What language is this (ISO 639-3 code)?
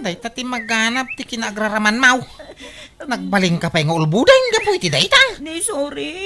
ilo